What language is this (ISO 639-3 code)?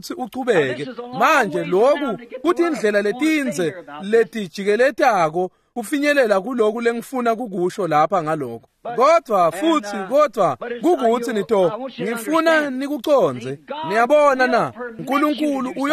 ssw